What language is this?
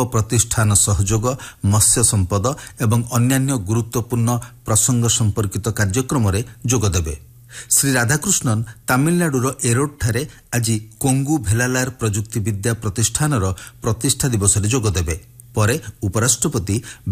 Odia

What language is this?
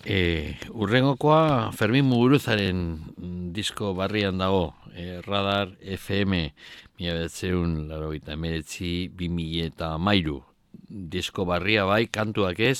Basque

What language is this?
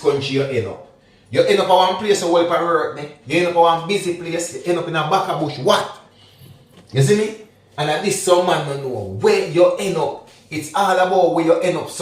Jamaican Creole English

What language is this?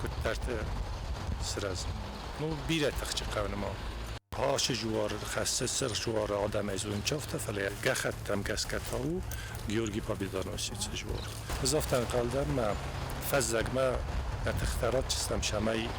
Ossetic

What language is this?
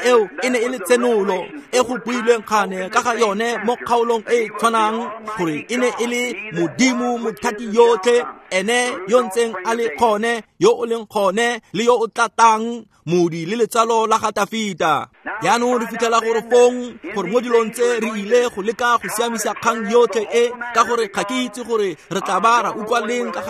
Tswana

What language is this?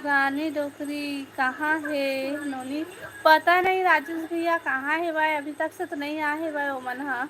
Chhattisgarhi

